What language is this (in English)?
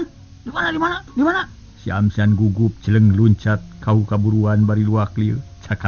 Sundanese